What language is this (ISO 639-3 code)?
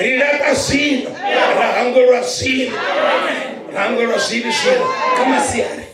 ven